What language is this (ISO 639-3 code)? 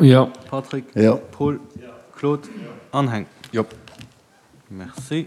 ltz